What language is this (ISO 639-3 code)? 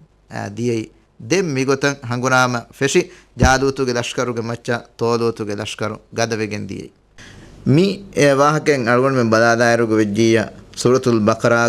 div